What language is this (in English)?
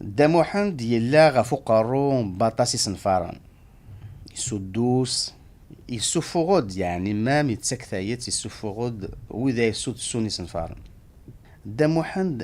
Kabyle